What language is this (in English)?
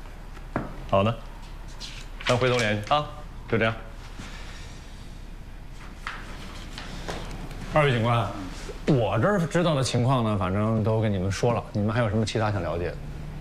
Chinese